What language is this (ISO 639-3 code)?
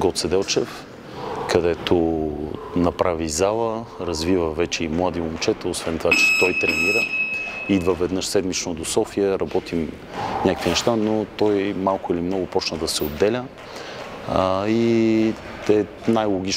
bul